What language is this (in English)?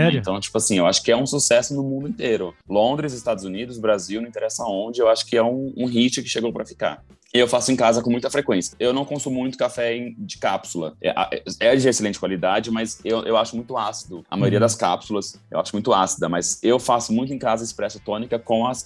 Portuguese